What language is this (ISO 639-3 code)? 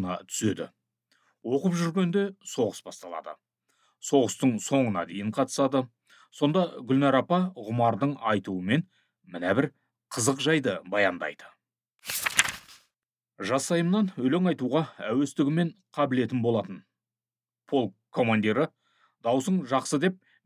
kaz